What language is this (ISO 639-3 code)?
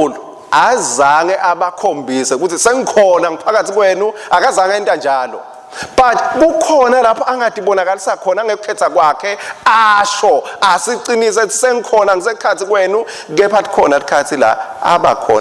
ssw